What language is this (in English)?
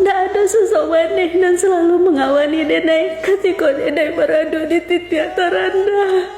Minangkabau